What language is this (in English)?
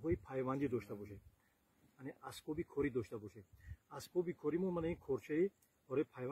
Tajik